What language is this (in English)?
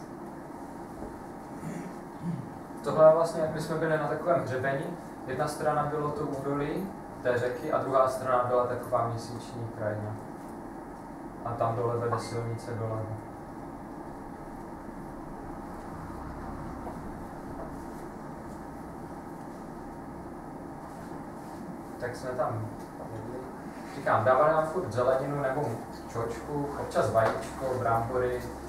Czech